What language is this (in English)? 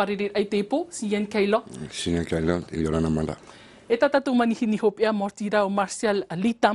Tahitian